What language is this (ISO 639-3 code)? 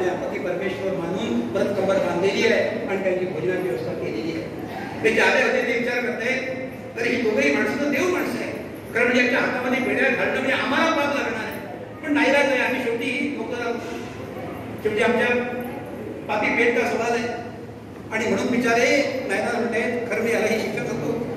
mar